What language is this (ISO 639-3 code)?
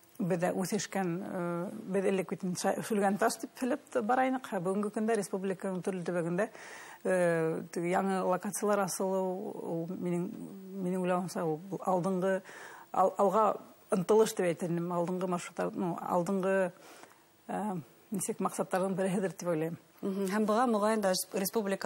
bak